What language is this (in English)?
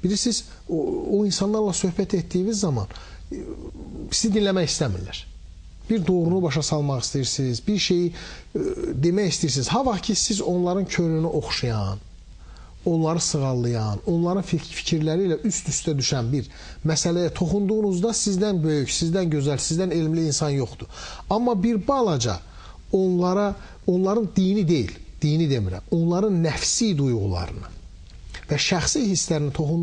Azerbaijani